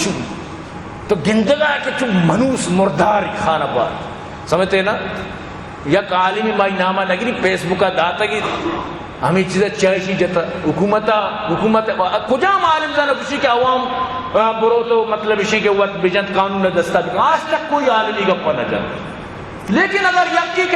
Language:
Eastern Balochi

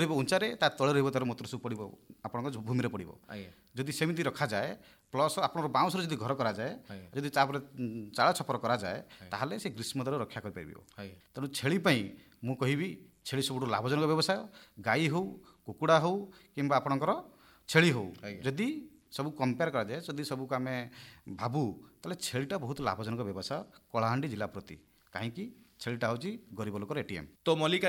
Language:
Odia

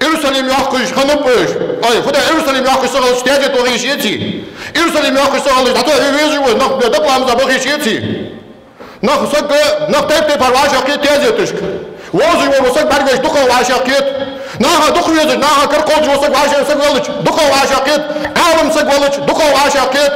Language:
Ingush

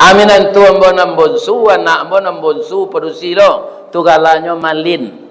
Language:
Minangkabau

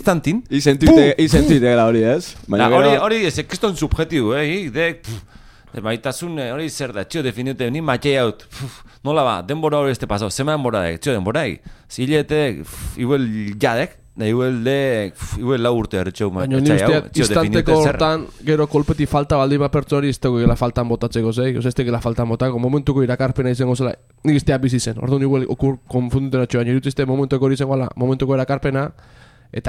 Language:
Basque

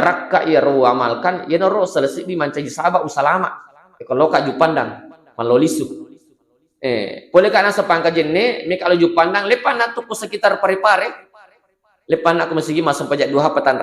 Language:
Buginese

